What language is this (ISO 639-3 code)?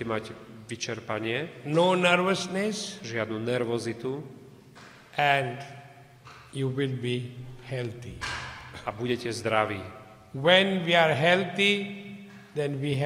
slk